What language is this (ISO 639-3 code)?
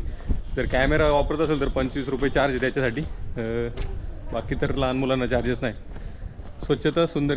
mar